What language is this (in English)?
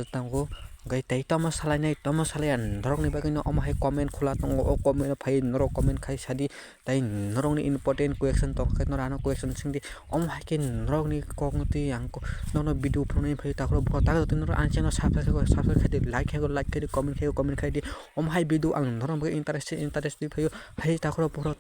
Kok Borok